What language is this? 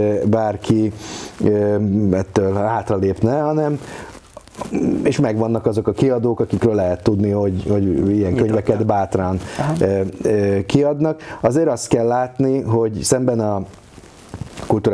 Hungarian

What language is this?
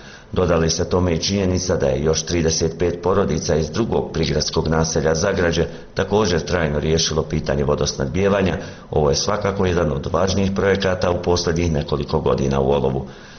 Bosnian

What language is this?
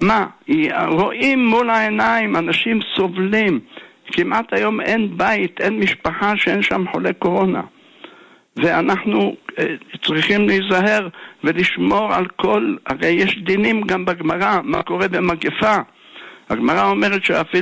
Hebrew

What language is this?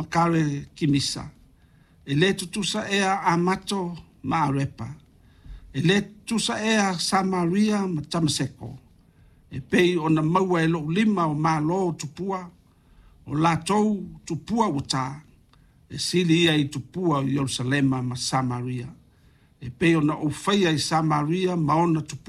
Samoan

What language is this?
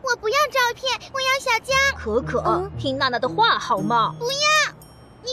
Chinese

